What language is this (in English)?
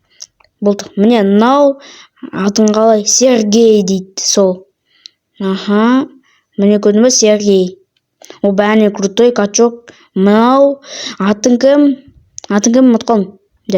Kazakh